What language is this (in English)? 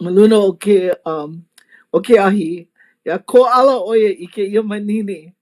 Hawaiian